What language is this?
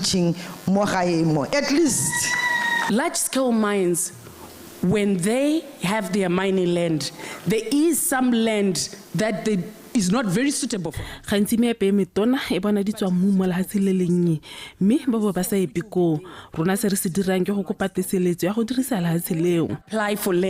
Tswana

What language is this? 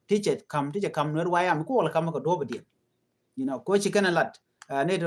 Nuer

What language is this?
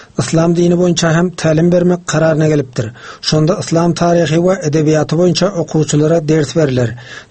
Turkmen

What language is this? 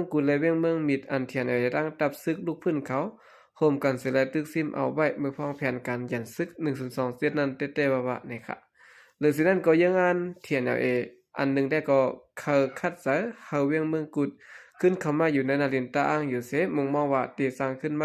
Shan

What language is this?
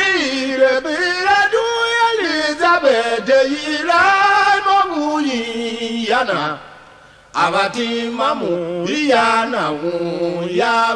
Tiv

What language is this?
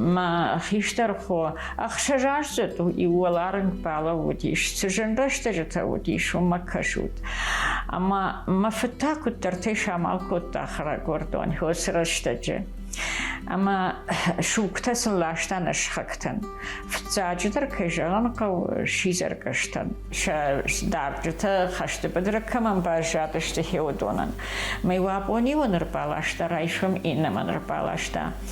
Ossetic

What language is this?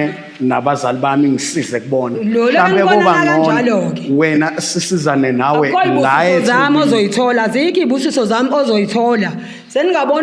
Zulu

